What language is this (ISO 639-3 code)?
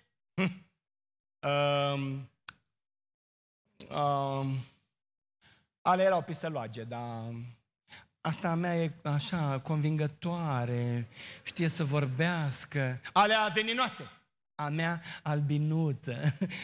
ron